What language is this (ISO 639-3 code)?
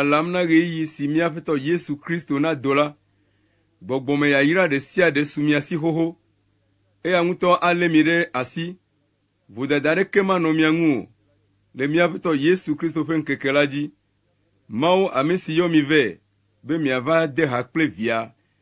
ewe